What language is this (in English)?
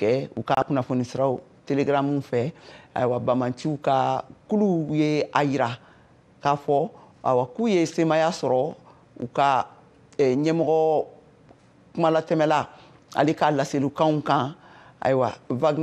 Bambara